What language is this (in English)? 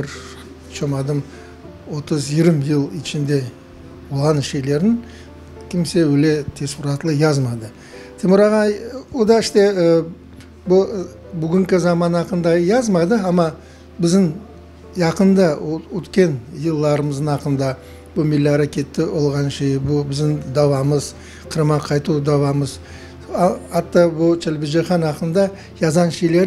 Crimean Tatar